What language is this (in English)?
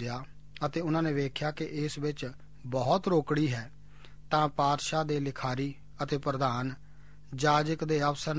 Punjabi